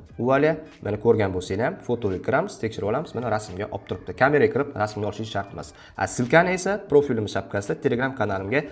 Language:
Uzbek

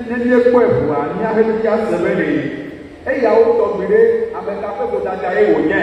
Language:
Ewe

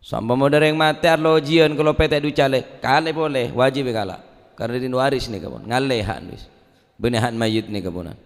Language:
Madurese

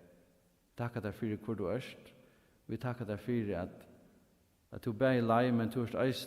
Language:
Faroese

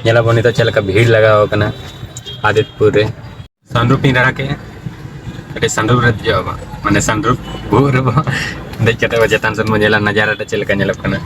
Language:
Santali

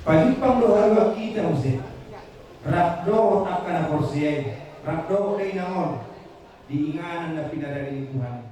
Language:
Batak Toba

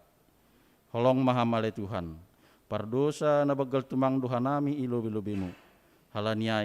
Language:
Batak Simalungun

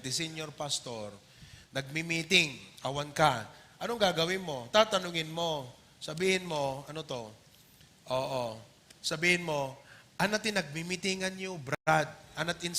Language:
Iloko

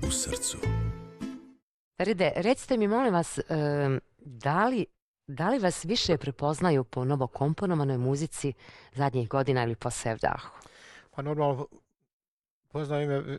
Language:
Bosnian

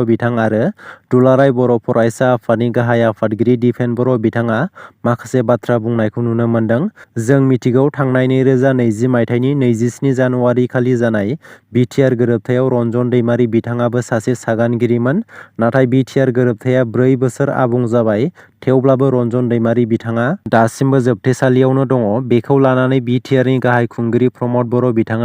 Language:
Bodo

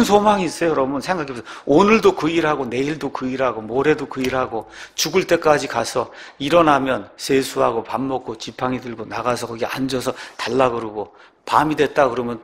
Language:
Korean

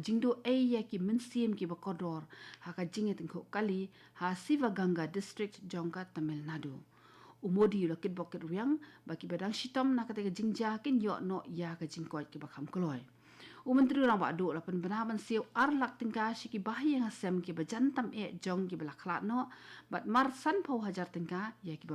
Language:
Khasi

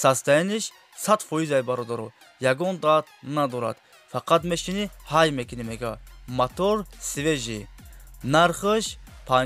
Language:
Tajik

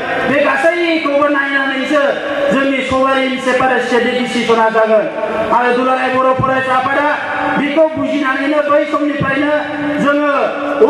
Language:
Bodo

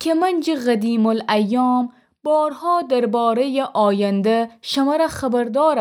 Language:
Gilaki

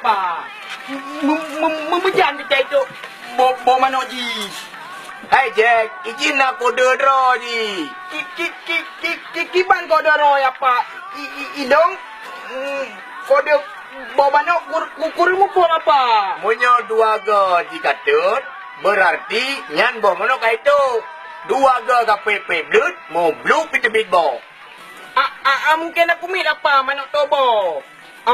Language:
Achinese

